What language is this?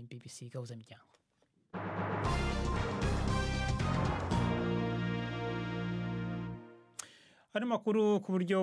Kinyarwanda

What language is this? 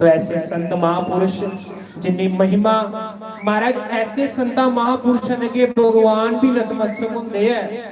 Dogri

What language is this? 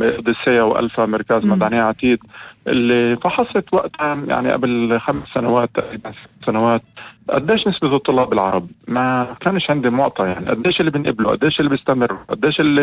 North Levantine Arabic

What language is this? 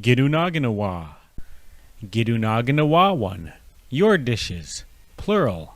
Chippewa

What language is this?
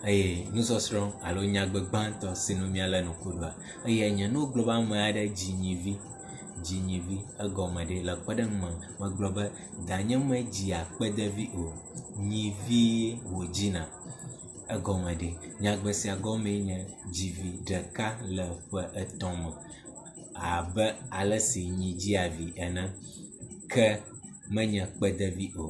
Ewe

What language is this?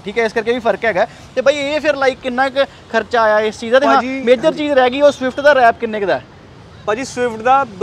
Punjabi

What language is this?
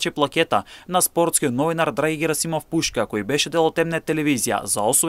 Macedonian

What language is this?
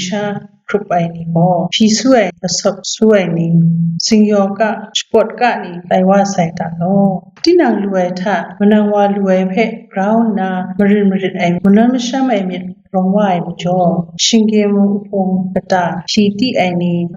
Kachin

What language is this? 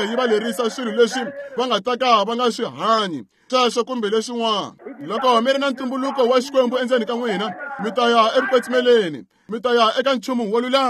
Tsonga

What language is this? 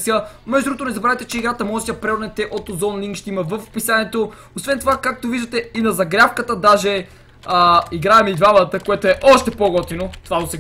Bulgarian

